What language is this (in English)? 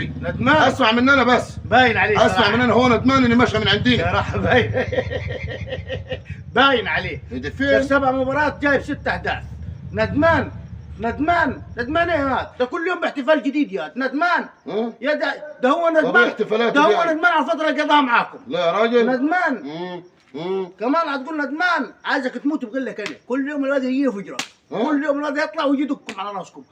Egyptian Arabic